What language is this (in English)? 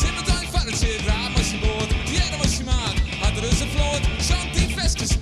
Western Frisian